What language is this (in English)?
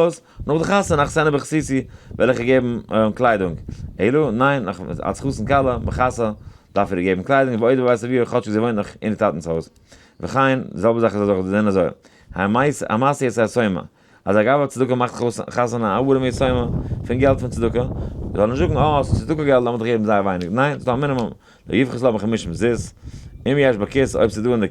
Yiddish